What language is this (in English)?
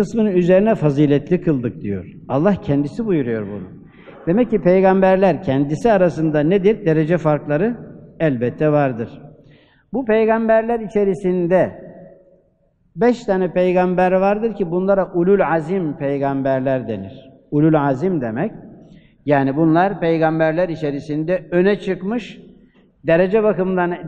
Turkish